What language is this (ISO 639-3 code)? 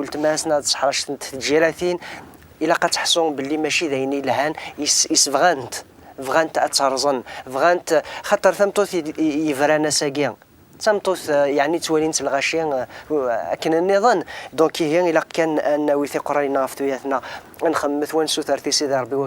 kab